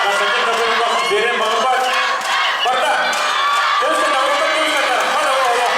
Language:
Yakut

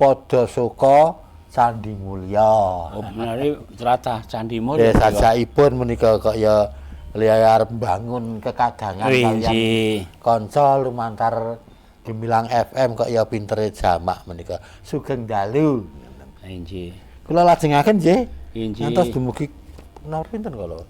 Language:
Javanese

